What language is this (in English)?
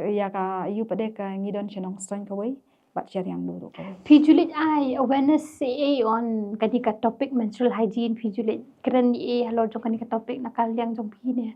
Khasi